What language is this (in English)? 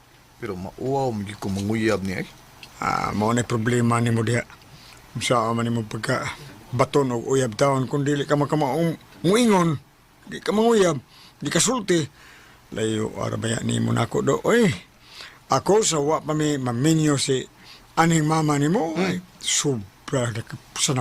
Cebuano